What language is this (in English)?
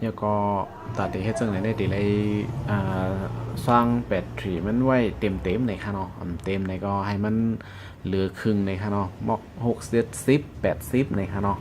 Shan